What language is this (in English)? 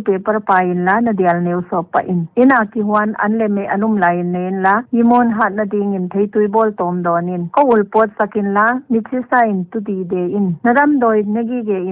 Paite Chin